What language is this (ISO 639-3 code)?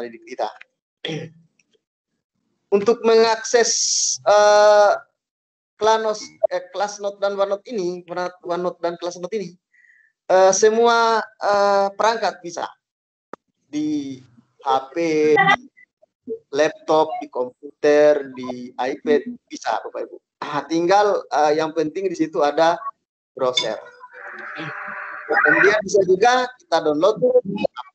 ind